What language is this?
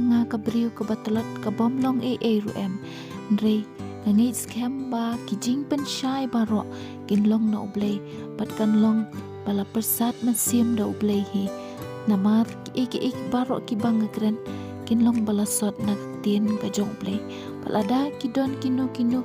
Khasi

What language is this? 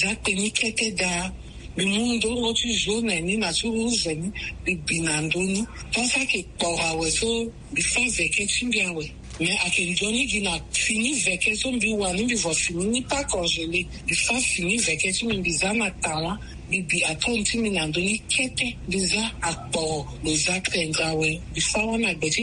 Sango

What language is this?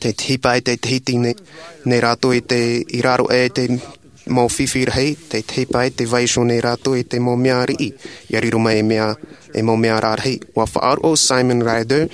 Tahitian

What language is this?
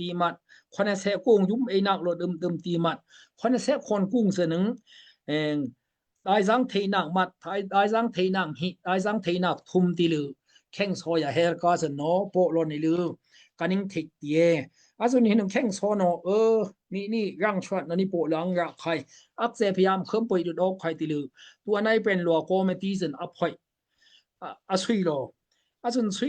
Daai Chin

